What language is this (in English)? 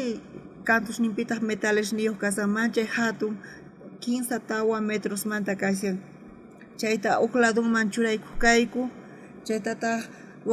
South Bolivian Quechua